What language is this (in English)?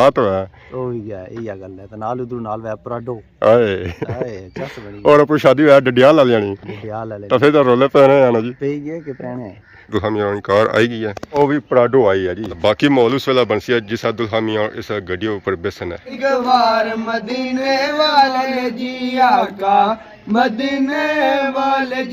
Pahari-Potwari